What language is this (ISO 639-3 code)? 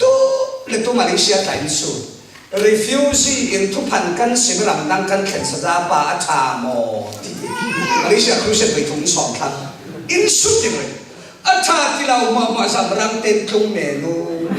cfm